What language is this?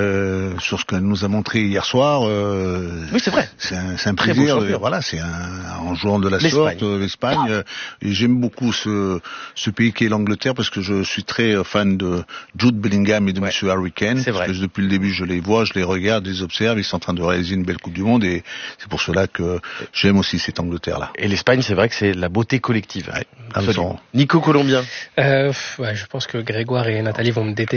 French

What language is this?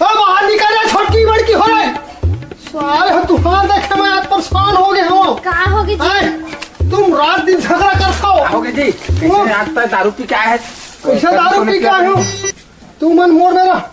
Chhattisgarhi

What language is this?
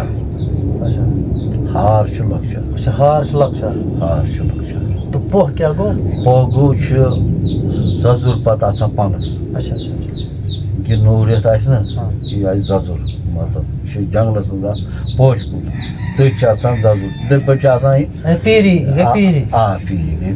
Kashmiri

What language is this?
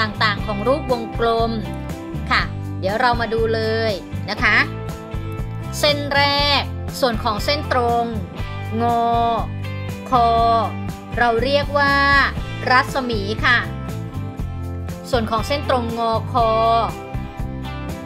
Thai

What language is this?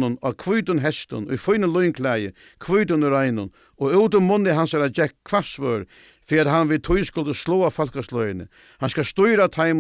Faroese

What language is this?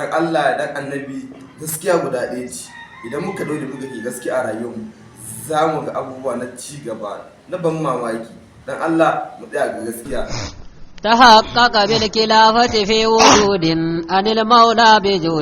Hausa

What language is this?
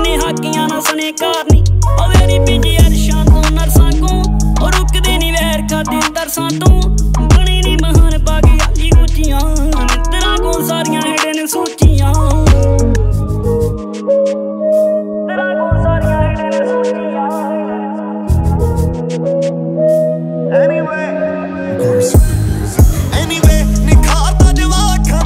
Punjabi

